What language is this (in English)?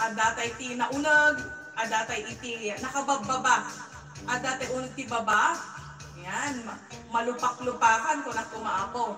Iloko